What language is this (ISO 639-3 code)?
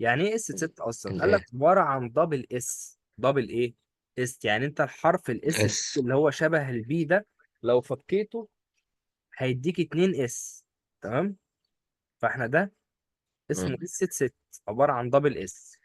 arz